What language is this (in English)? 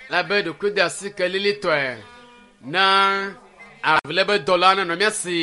Ewe